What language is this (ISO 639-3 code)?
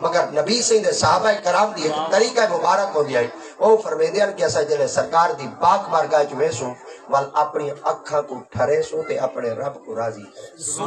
skr